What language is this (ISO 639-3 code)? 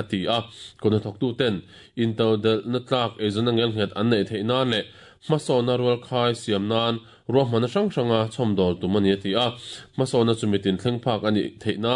lus